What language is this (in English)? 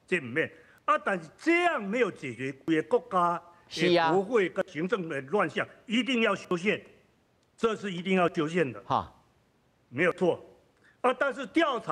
Min Nan Chinese